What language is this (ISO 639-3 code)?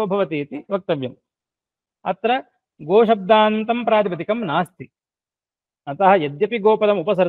san